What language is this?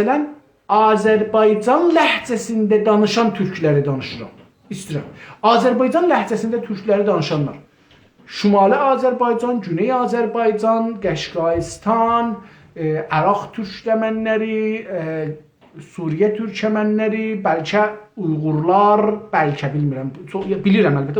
South Azerbaijani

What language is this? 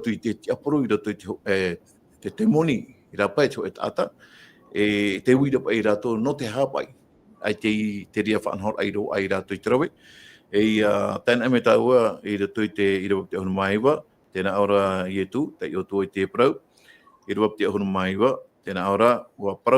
Tahitian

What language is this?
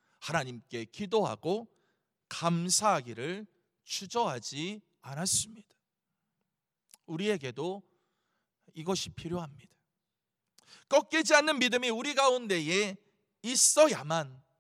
Korean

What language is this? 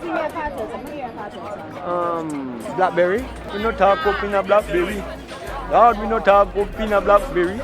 Jamaican Creole English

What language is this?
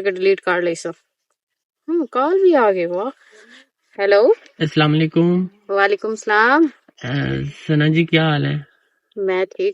Western Panjabi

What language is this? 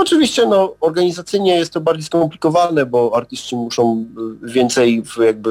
Polish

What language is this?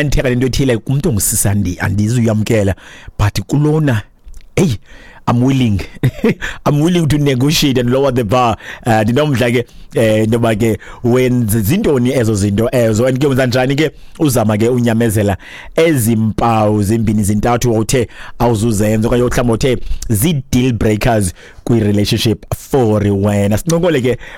Xhosa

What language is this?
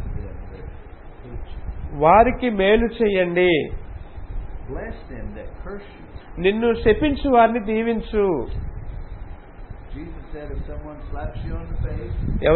Telugu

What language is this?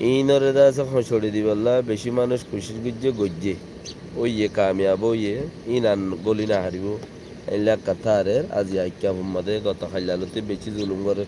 Rohingya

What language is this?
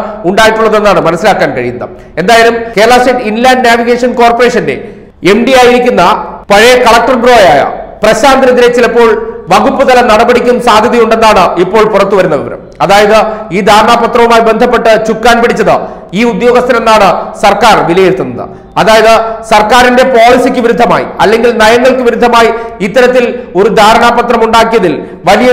Malayalam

